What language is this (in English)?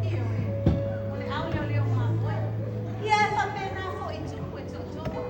Samoan